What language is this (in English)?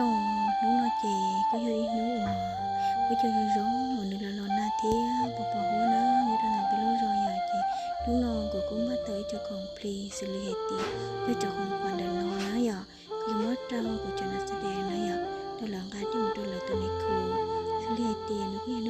Hmong